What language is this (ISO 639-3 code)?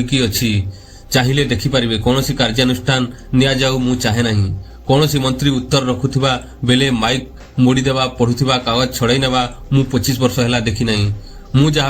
ori